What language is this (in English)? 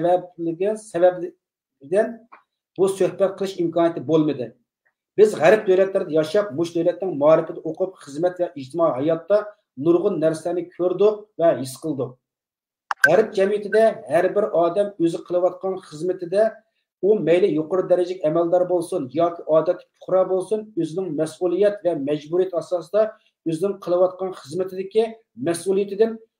Uyghur